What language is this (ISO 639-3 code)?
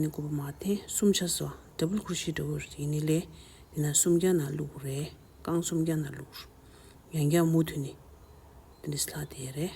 bod